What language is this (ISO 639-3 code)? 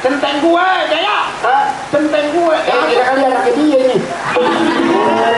bew